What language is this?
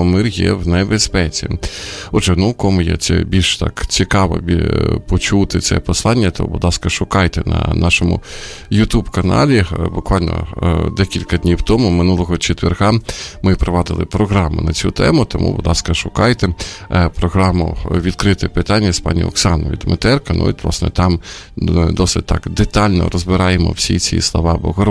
Ukrainian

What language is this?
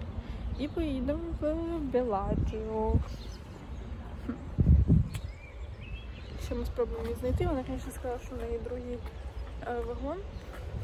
Ukrainian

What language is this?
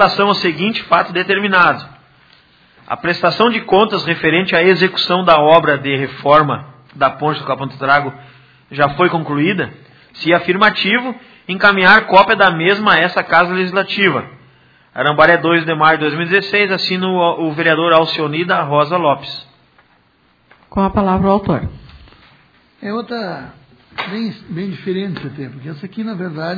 Portuguese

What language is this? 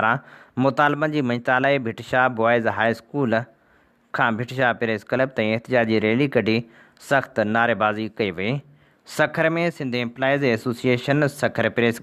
Sindhi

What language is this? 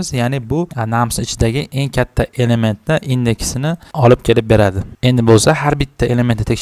Uzbek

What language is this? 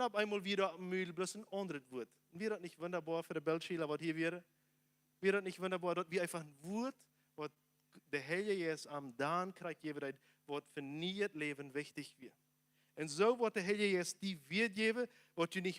Plautdietsch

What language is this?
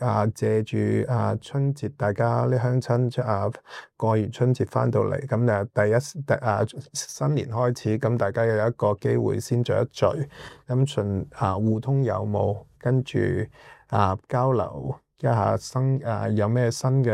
Cantonese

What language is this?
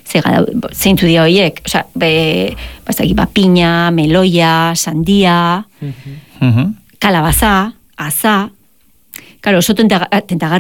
Basque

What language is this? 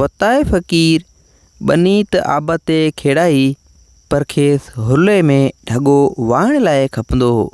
Sindhi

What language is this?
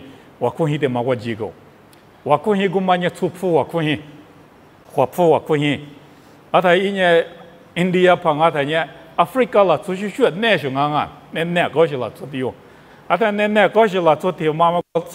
Lisu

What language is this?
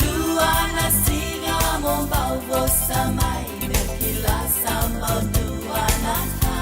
Fijian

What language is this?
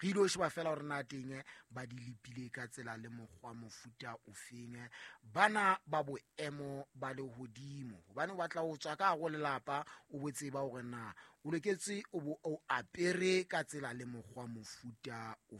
Southern Sotho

